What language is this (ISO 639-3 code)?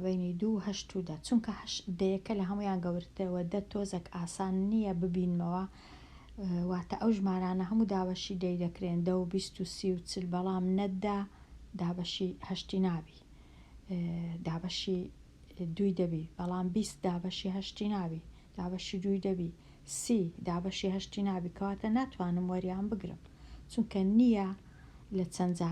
ckb